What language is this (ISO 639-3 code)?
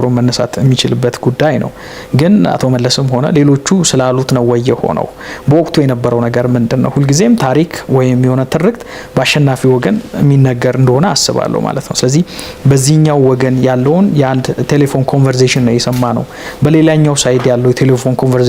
amh